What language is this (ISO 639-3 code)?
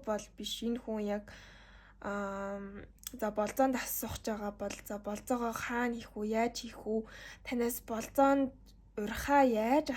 mon